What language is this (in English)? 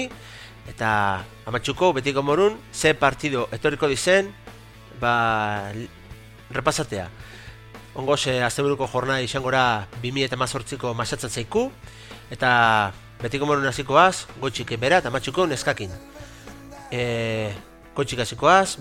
Basque